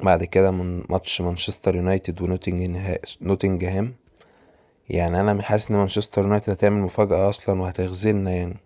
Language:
Egyptian Arabic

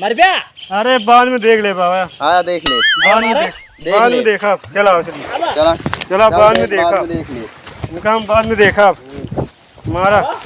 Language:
Awadhi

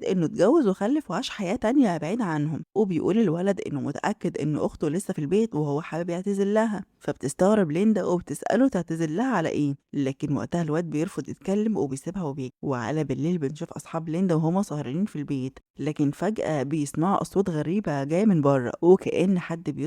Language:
Egyptian Arabic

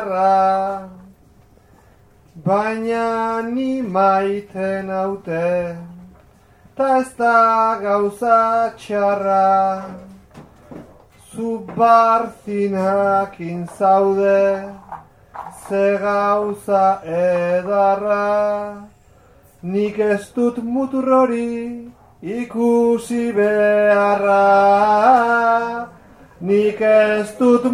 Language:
Basque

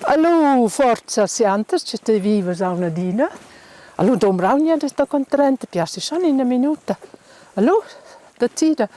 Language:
Romansh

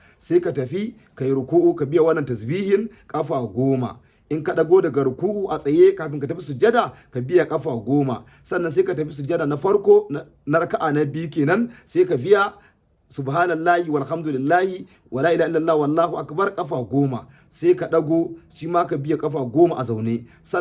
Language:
Hausa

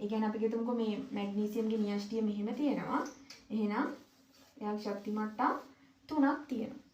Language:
Sinhala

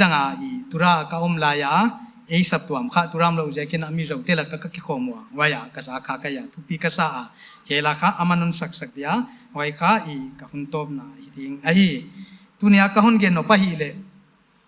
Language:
Paite Chin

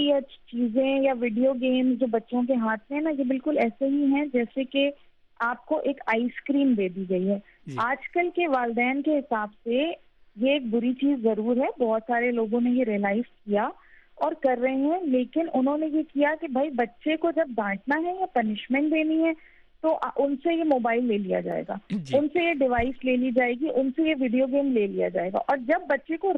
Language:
Urdu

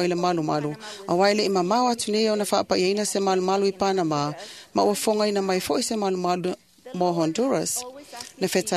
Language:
Samoan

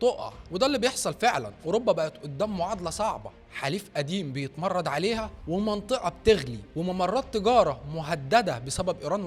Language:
Egyptian Arabic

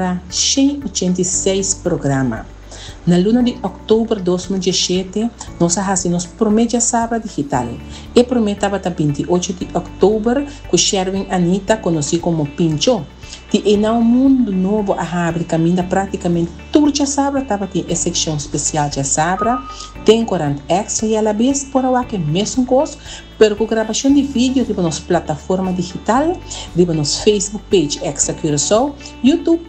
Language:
Papiamento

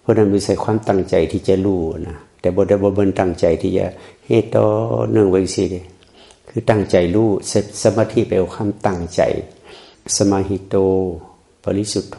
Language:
Northeastern Thai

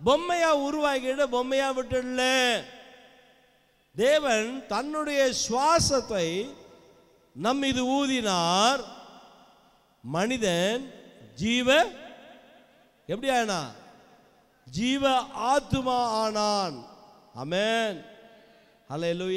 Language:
Tamil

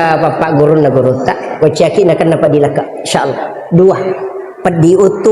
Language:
Buginese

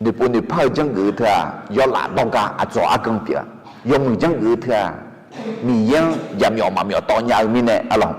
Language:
Akha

